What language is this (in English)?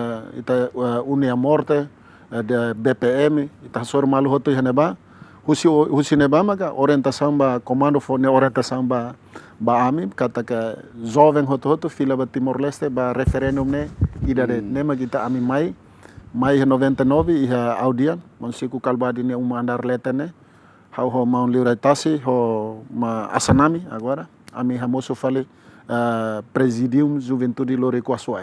Tetum